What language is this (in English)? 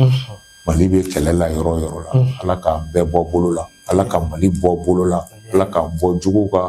Bambara